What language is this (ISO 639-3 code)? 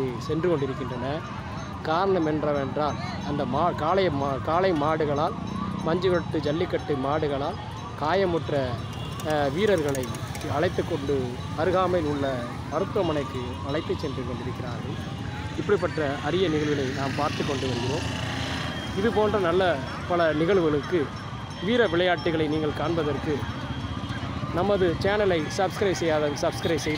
tam